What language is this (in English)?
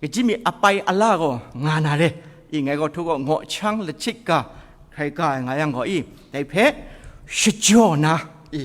Kachin